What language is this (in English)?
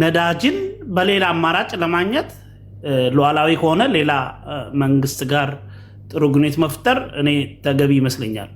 Amharic